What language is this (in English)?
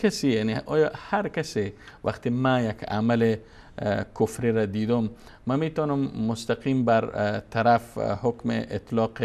Persian